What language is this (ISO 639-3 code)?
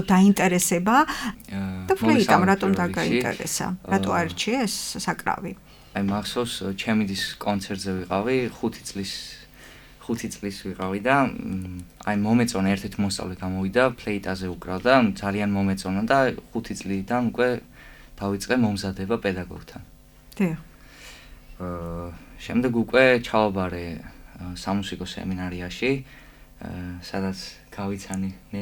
kat